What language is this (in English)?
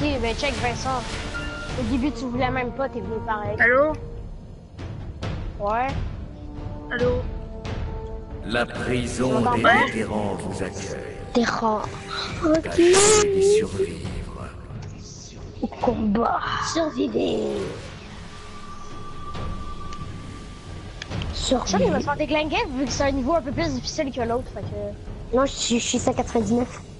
French